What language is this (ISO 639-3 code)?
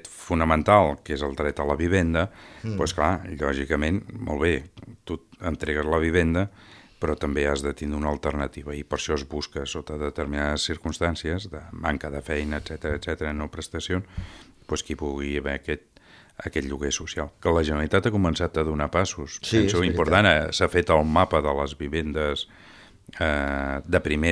cat